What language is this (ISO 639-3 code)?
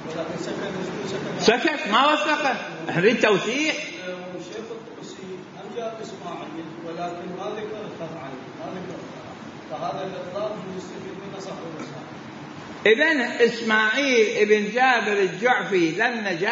acm